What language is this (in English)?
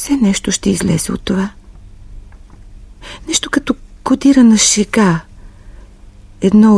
Bulgarian